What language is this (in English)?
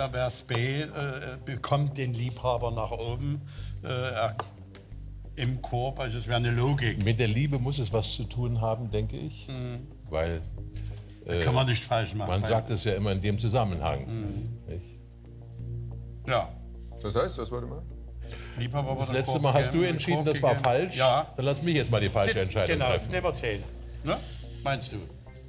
German